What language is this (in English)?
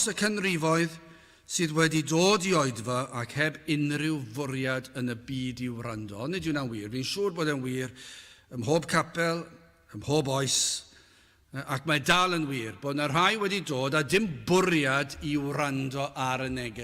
Welsh